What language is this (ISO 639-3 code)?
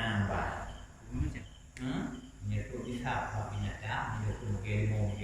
ace